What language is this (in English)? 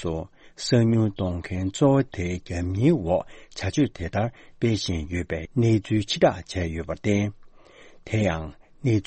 Tibetan